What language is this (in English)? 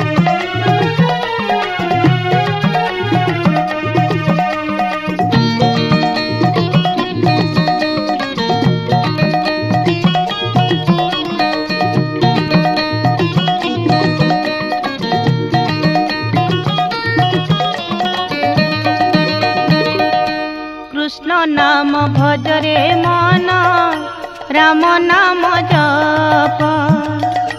Odia